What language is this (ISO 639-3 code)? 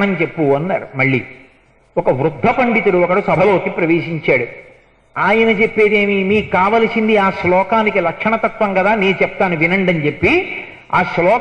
tel